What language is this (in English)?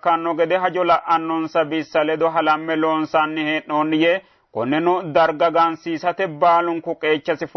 Sidamo